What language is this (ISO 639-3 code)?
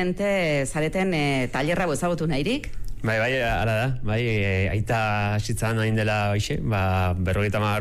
eus